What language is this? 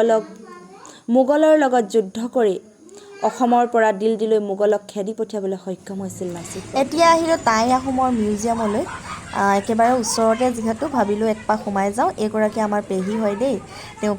Assamese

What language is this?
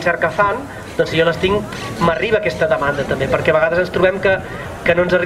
Catalan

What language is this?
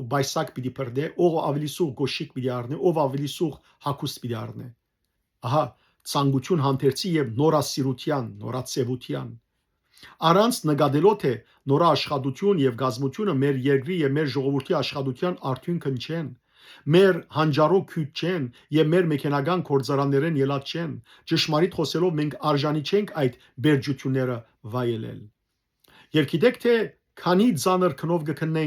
Western Armenian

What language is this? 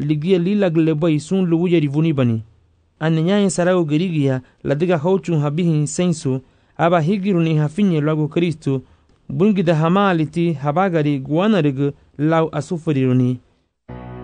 Garifuna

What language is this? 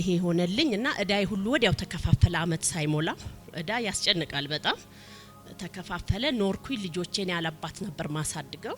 Amharic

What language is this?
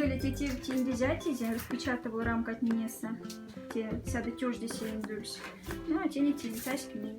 Moksha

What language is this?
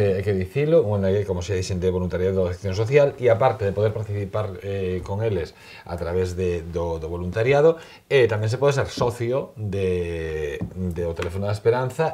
Galician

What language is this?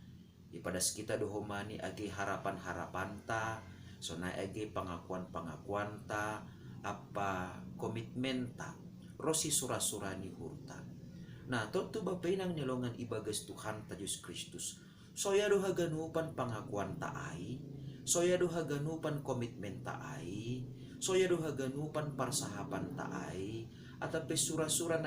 Batak Simalungun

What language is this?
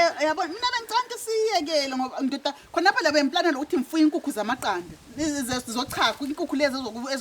Zulu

